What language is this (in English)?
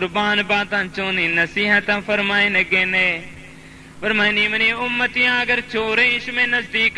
Baluchi